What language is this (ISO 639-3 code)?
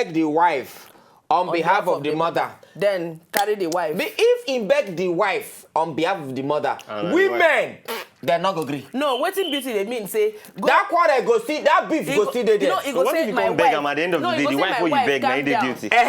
pcm